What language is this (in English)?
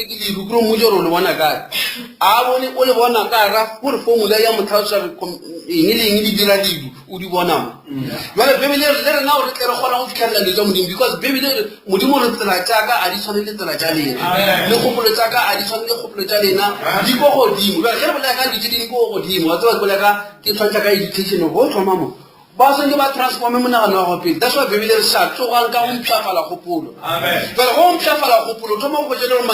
Northern Sotho